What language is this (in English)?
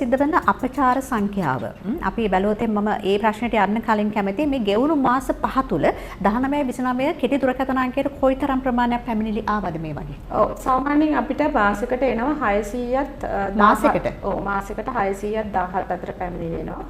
Sinhala